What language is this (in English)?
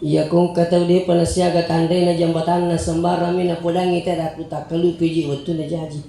Buginese